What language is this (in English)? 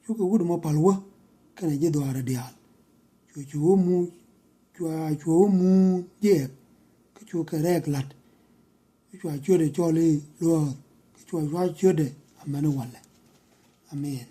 Nuer